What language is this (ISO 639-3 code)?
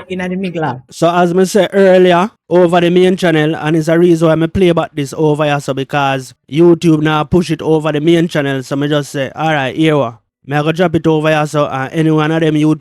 jam